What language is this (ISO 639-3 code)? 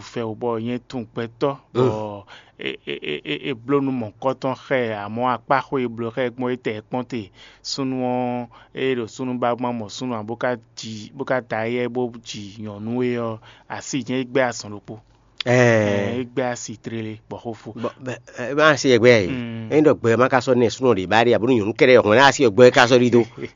fon